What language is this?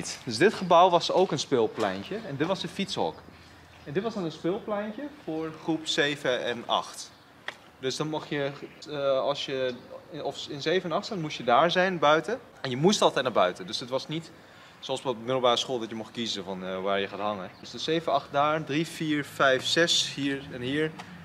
Dutch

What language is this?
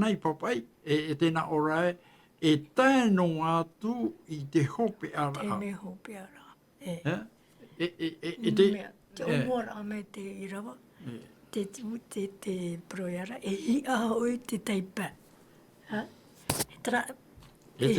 Tahitian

